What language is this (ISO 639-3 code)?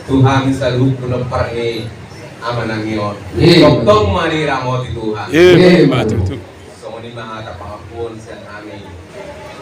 bbc